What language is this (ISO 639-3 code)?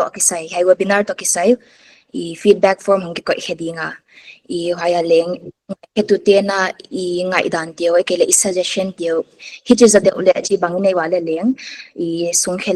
pck